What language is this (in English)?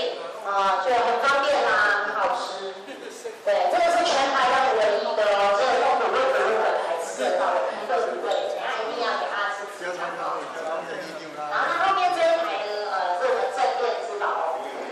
Chinese